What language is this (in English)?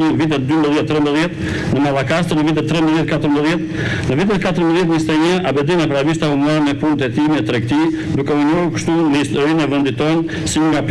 Albanian